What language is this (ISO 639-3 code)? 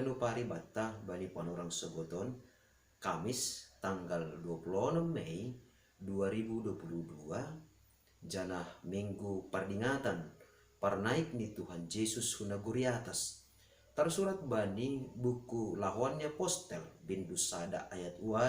bts